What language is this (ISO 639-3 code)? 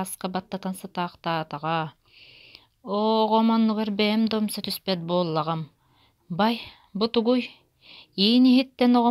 sah